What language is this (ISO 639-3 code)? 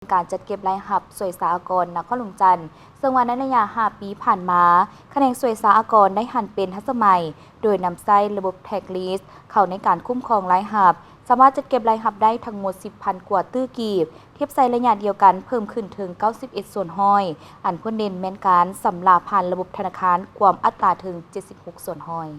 lao